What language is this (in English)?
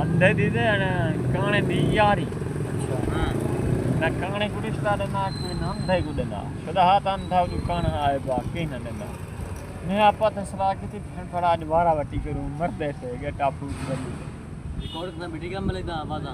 Saraiki